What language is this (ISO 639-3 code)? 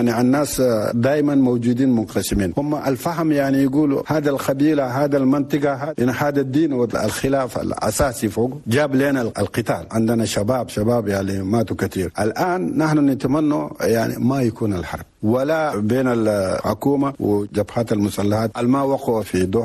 shu